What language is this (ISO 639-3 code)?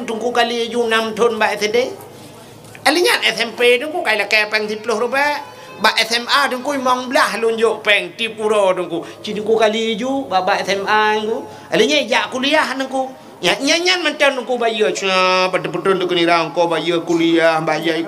ace